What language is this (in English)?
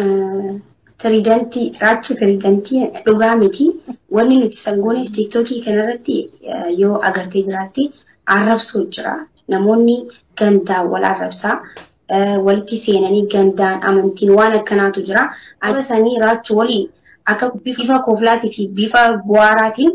Oromo